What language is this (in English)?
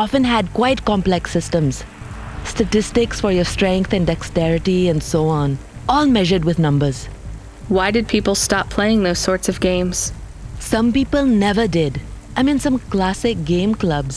English